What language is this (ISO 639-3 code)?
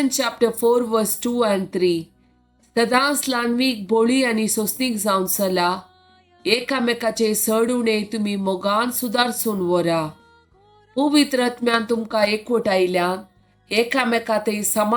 kok